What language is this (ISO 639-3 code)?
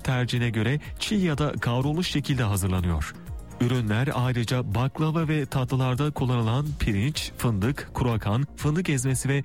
tur